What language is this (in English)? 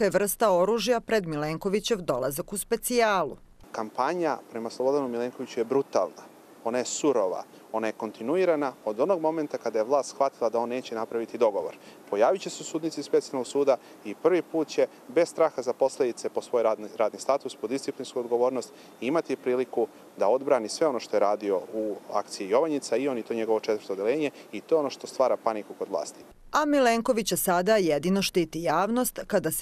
Serbian